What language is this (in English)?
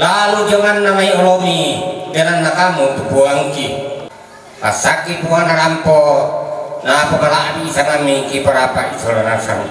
Toraja-Sa'dan